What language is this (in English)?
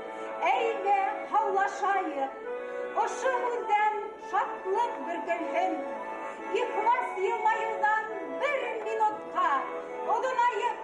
Bashkir